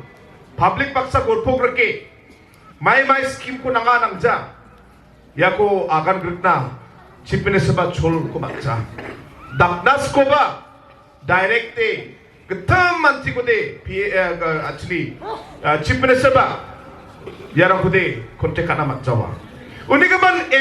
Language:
Garo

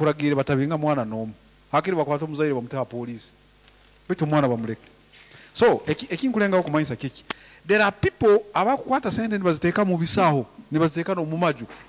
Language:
Nyoro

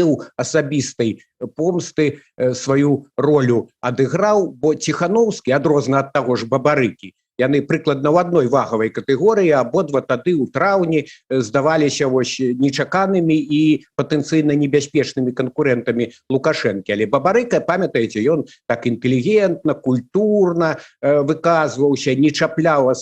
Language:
Belarusian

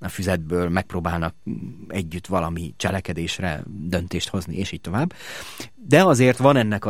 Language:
Hungarian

